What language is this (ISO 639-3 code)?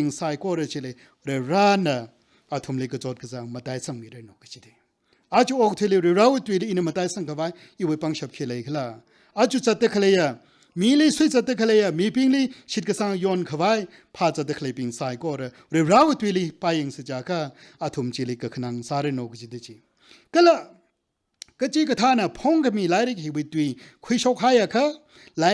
nmf